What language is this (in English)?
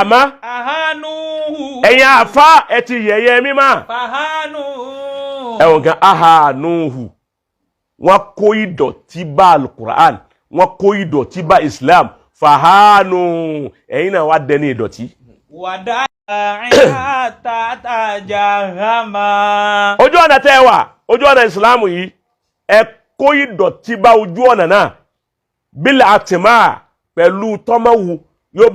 Yoruba